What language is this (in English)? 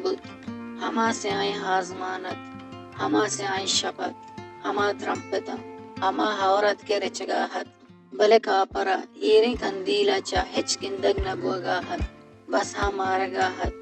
Baluchi